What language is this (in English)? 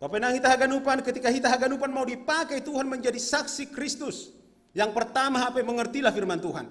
Batak Simalungun